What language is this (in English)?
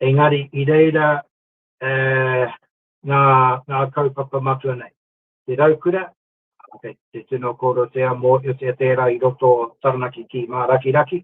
Māori